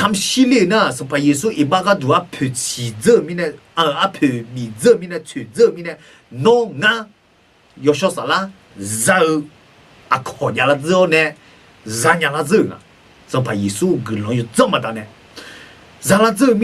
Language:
Akha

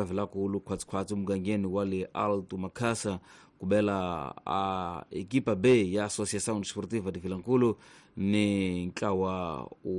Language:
Tsonga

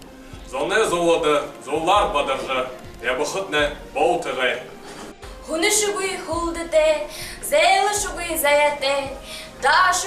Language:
Buriat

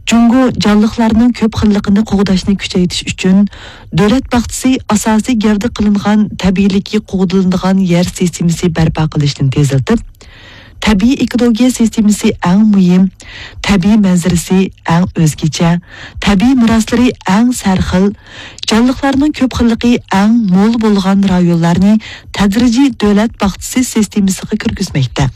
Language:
Uyghur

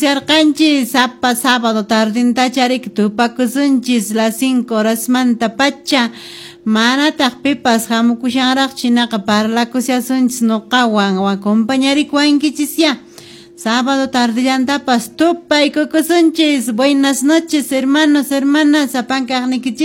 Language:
Quechua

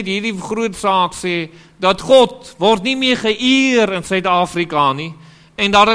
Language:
Afrikaans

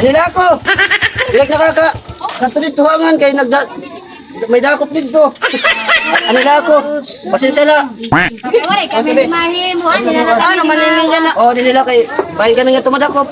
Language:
Waray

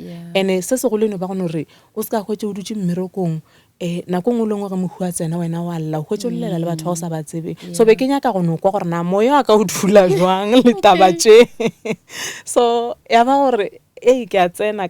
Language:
Northern Sotho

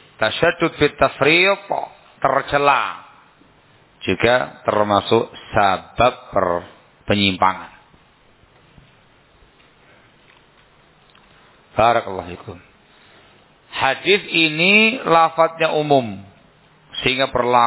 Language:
Indonesian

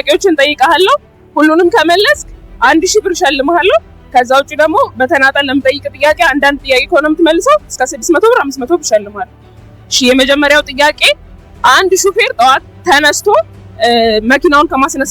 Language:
Amharic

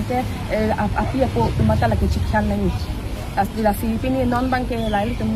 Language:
Karbi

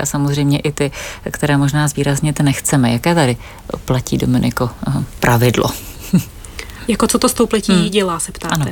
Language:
Czech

